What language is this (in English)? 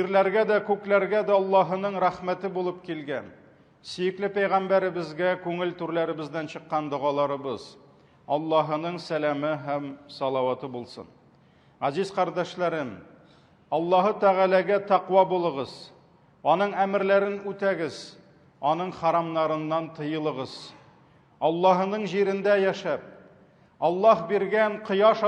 Tatar